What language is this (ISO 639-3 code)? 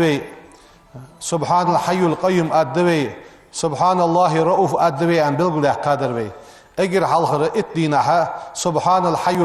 inh